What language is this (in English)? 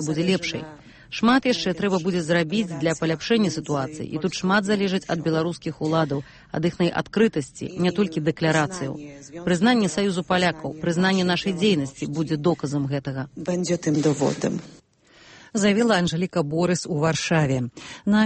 Belarusian